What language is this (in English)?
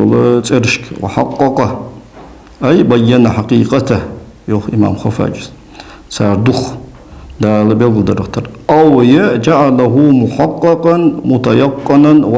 Ingush